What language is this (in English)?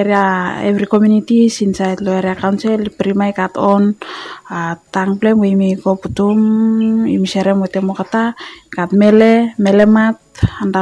Bislama